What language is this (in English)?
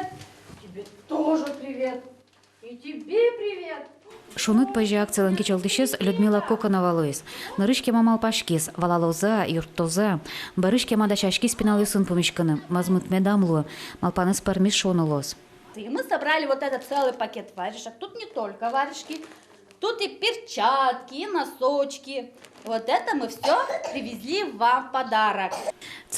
Udmurt